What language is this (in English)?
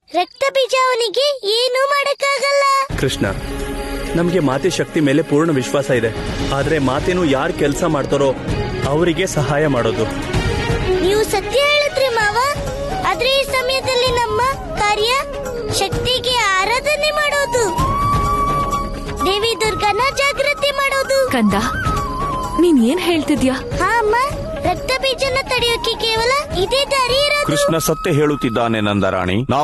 Kannada